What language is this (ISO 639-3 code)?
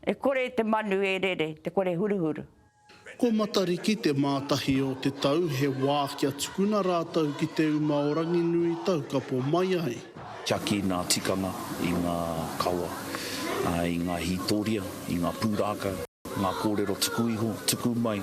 mri